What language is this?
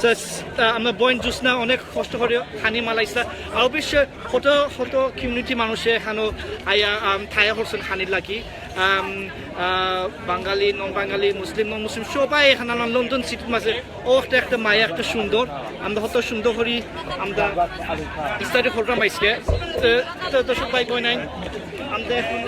Sylheti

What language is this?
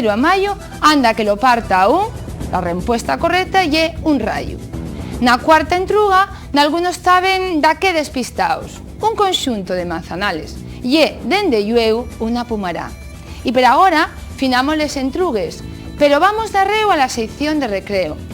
Asturian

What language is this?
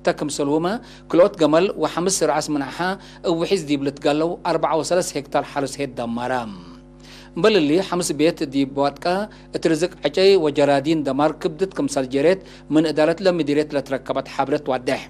Tigre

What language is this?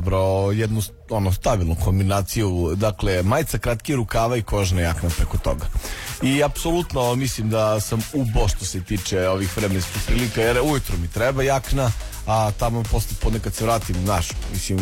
Serbian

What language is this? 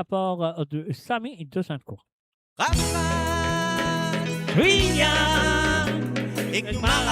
Morisyen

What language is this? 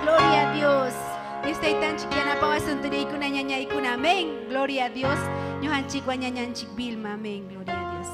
Ayacucho Quechua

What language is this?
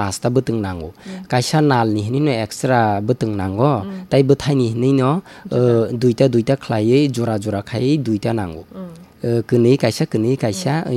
Kok Borok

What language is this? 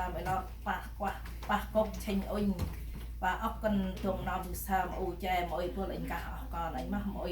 Central Mnong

